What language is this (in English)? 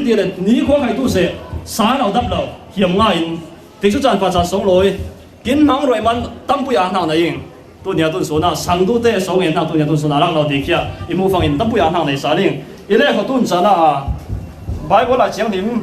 Falam Chin